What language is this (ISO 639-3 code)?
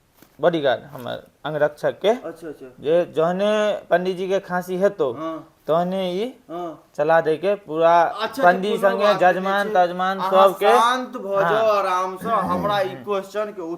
mai